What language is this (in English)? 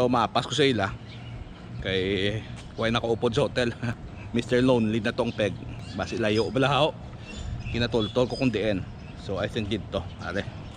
Hiligaynon